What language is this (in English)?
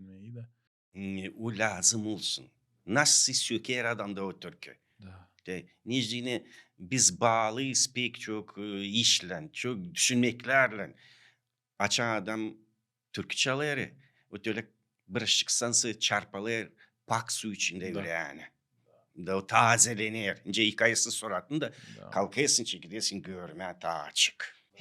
Gagauz